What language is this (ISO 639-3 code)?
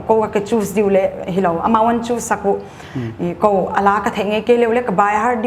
pck